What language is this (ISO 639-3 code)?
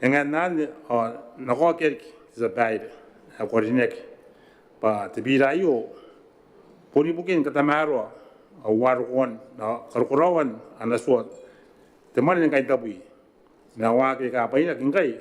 gil